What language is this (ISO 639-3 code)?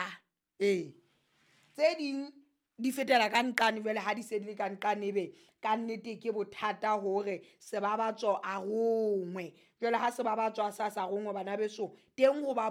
sot